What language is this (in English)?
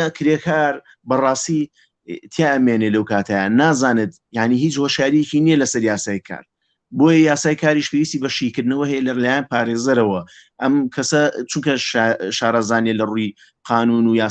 Central Kurdish